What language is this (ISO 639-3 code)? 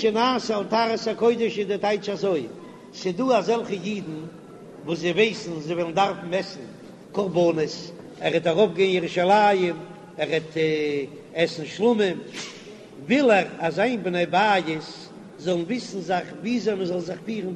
yid